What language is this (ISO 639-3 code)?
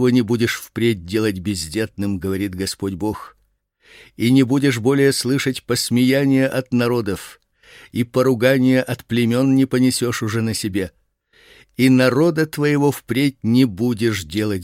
rus